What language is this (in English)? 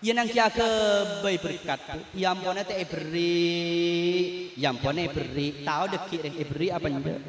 Madurese